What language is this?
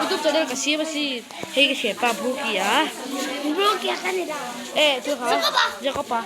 Mizo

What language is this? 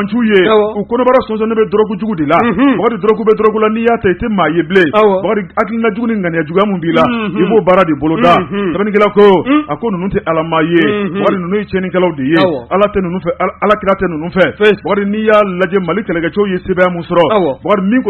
Bambara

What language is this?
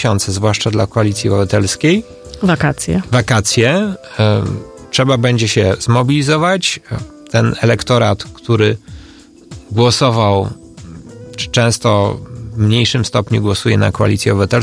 Polish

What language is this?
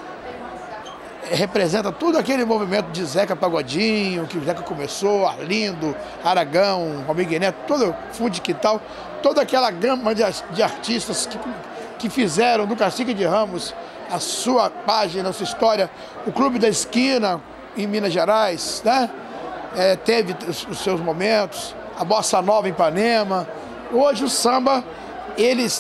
Portuguese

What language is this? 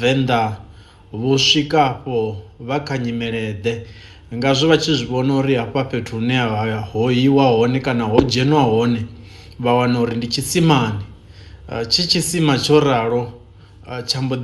Venda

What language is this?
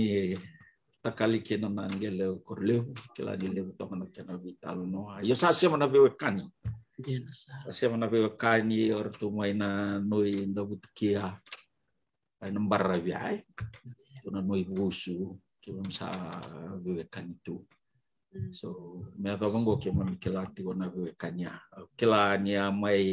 Fijian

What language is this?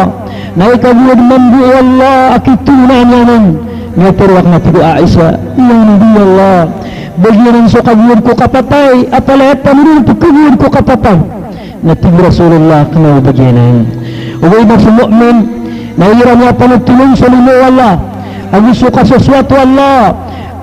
Maranao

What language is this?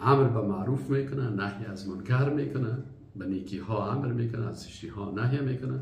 Persian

